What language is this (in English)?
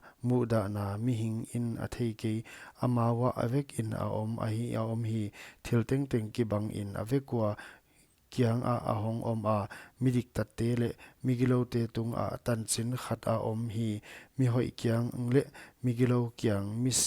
Paite Chin